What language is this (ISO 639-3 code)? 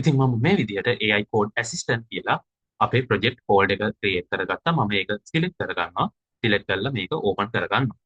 sin